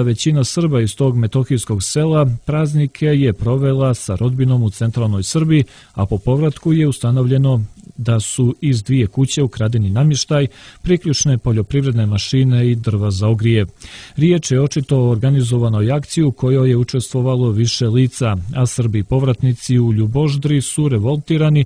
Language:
Serbian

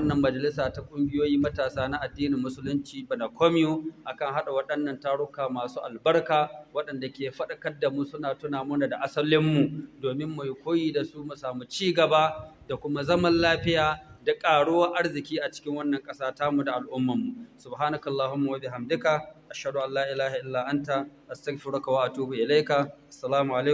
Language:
Hausa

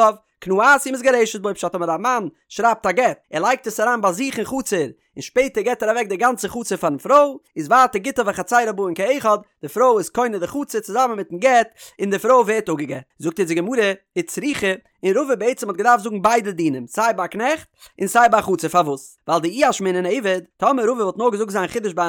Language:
Yiddish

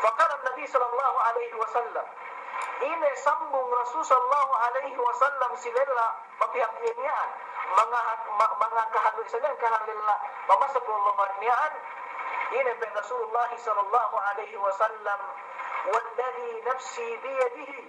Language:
Yakan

